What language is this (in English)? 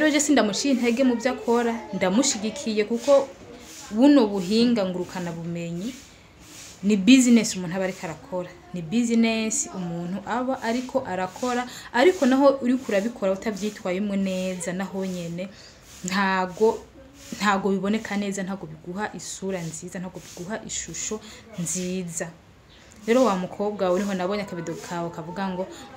Rundi